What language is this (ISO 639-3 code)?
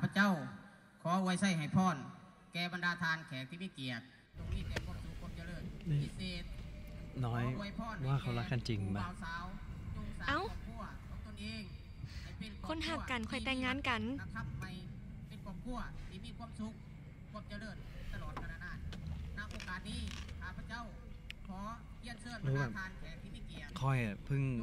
tha